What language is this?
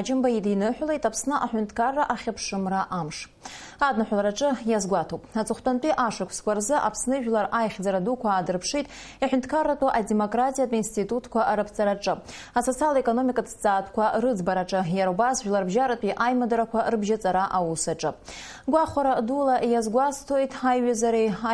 Abkhazian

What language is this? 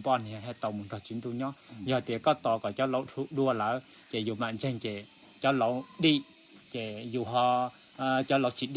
Hmong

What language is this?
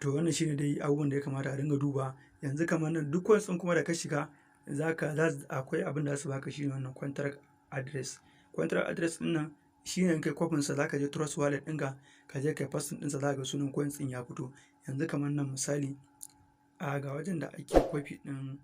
Hausa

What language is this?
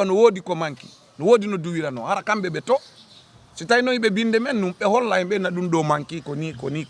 Fula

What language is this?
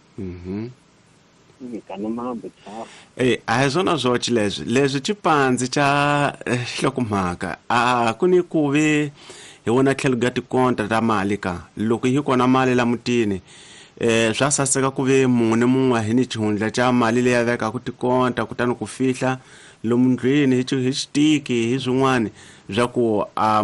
Tsonga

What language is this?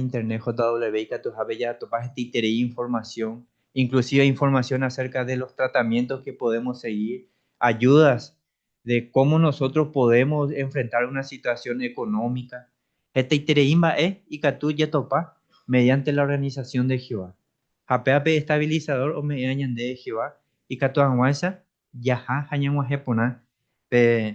Guarani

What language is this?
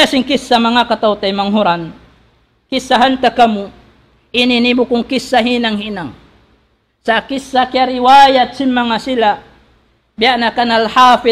Tausug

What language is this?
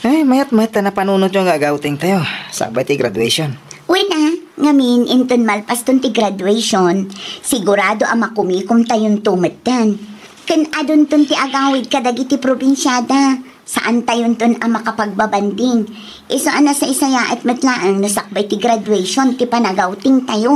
Iloko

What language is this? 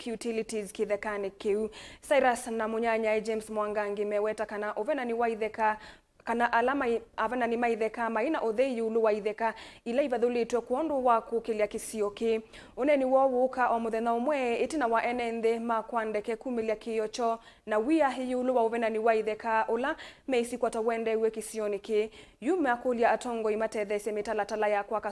Kamba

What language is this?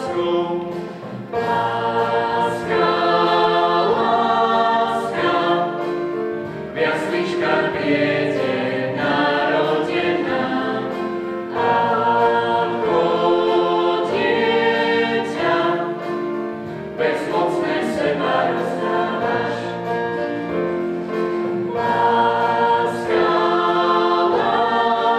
Slovak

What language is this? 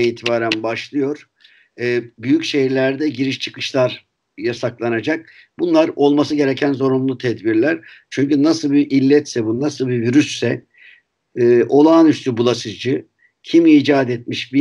Turkish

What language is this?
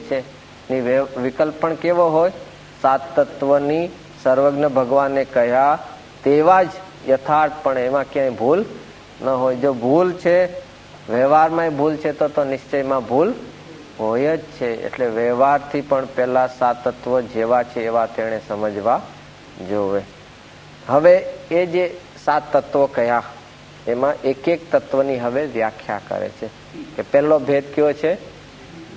Gujarati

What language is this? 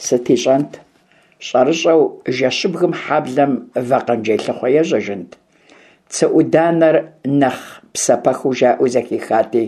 Kabardian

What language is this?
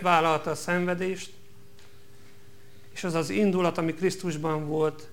Hungarian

